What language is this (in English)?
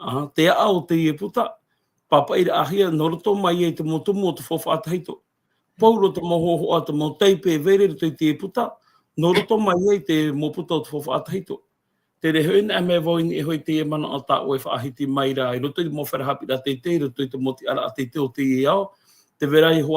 Tahitian